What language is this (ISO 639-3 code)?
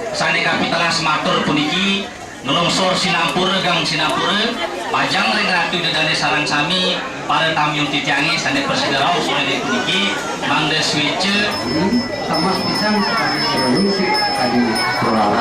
ban